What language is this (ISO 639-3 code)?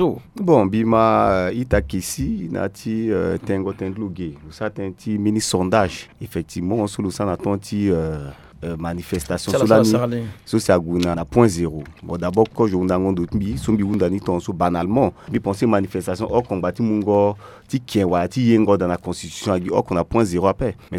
sag